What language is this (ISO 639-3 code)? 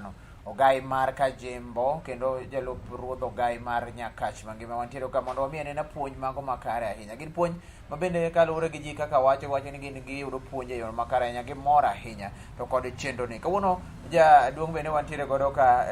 luo